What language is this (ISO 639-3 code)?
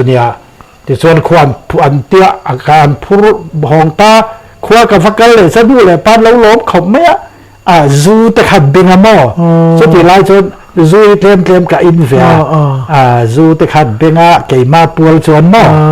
lus